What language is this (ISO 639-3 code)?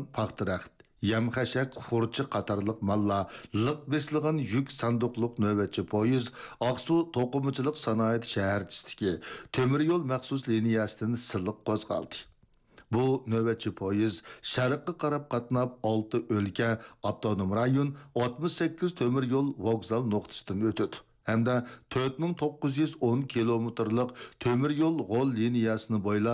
uig